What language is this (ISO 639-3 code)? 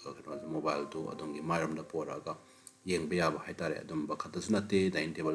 mni